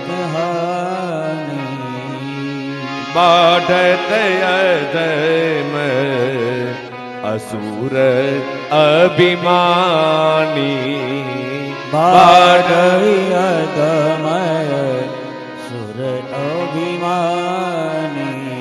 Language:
Gujarati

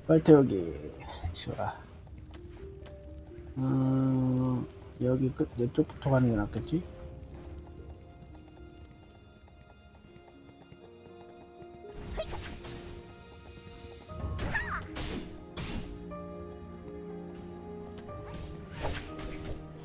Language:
Korean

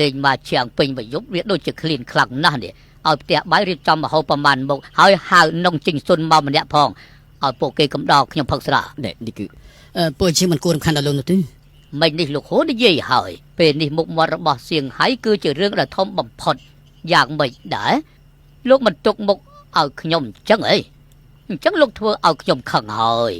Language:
Khmer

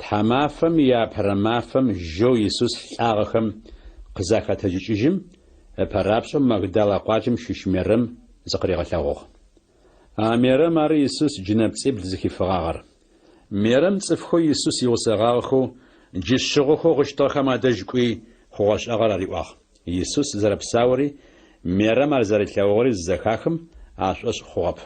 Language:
Adyghe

